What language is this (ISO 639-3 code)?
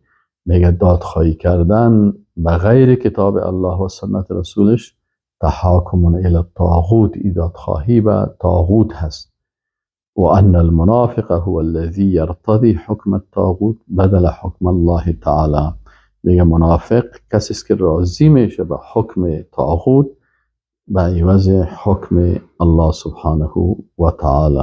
fas